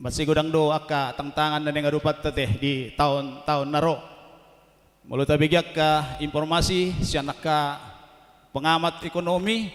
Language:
Batak Toba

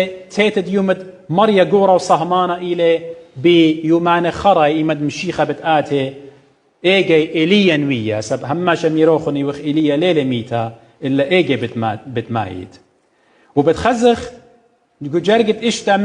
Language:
Assyrian Neo-Aramaic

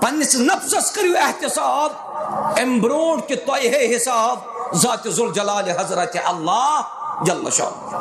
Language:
Kashmiri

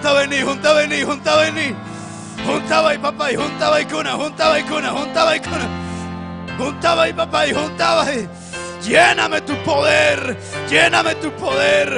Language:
Ayacucho Quechua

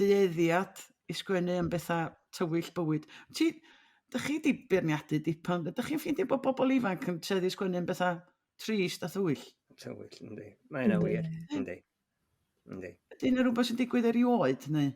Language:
Welsh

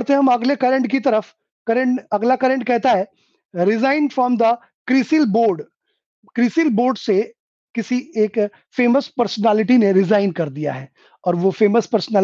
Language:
Hindi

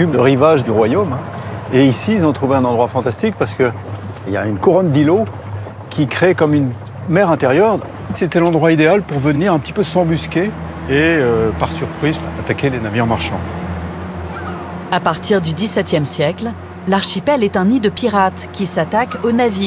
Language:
French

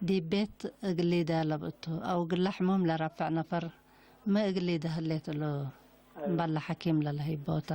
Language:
Tigre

